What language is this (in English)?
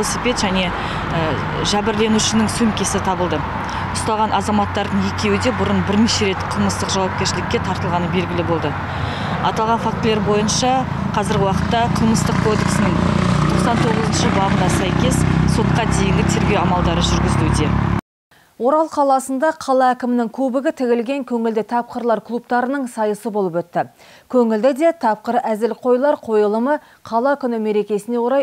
Kazakh